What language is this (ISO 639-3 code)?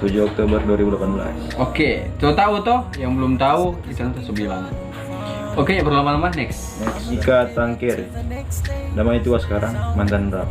xmm